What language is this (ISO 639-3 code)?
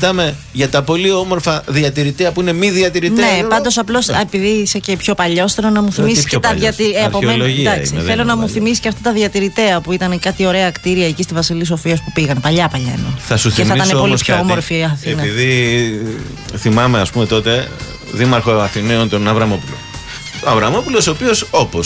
ell